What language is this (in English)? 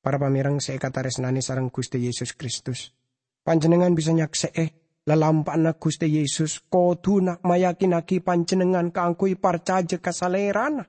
Madurese